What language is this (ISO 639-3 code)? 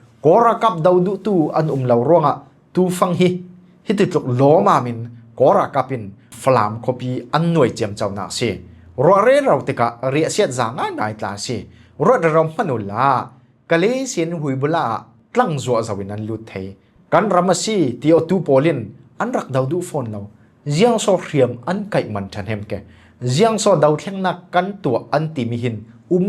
cfm